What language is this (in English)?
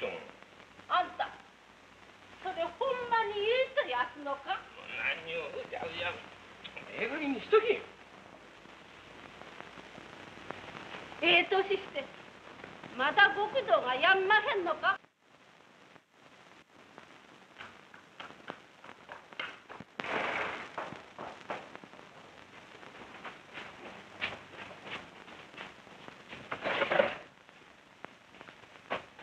Japanese